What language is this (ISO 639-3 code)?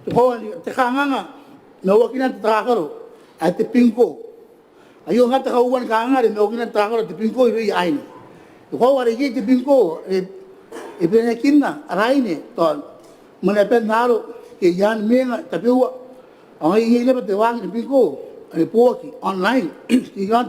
gil